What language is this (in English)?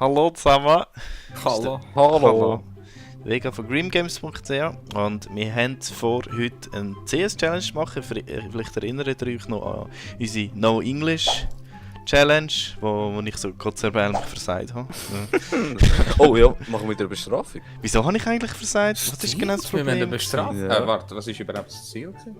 Swiss German